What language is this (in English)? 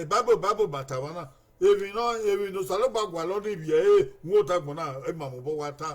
Bini